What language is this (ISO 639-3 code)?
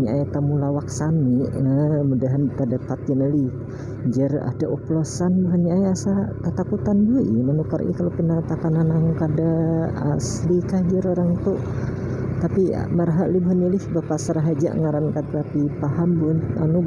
bjn